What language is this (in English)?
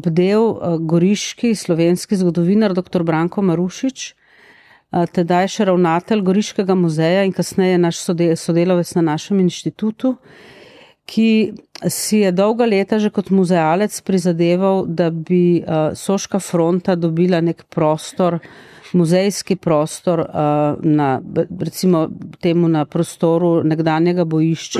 Slovenian